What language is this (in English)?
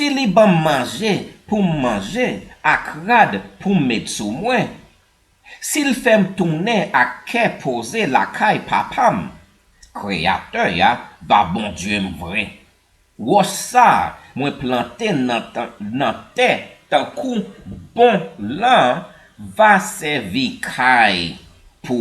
Haitian Creole